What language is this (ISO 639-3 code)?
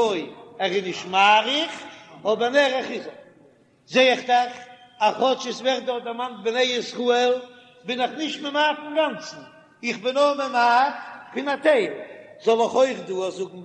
yid